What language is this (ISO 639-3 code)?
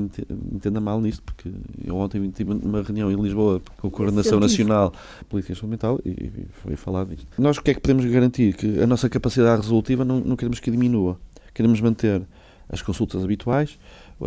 por